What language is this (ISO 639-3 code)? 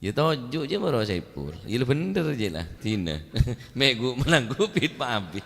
mad